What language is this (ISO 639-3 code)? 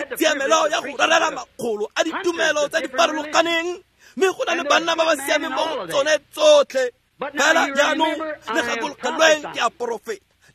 tsn